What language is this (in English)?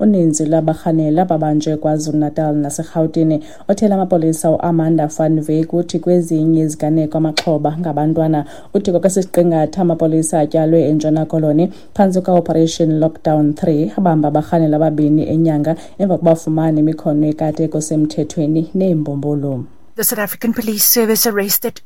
Xhosa